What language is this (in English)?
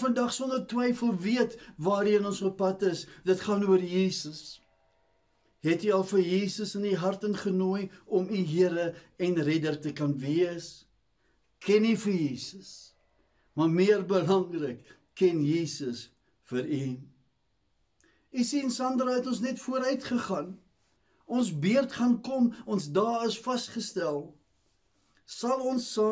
Afrikaans